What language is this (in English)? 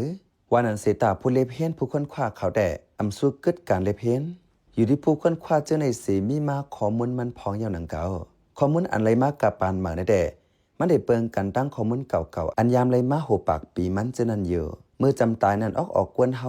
Shan